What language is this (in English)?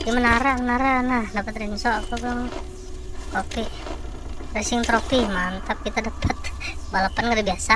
Banjar